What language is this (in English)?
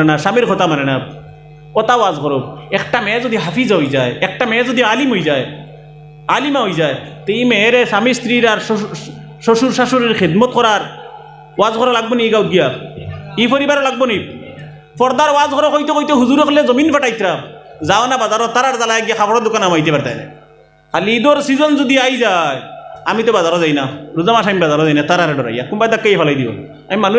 Sylheti